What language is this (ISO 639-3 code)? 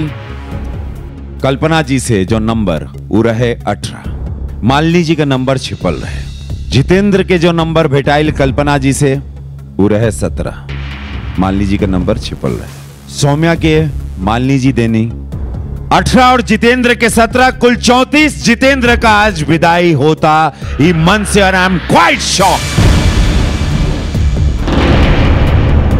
bho